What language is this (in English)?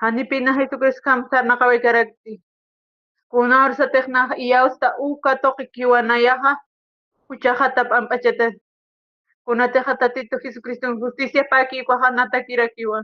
Aymara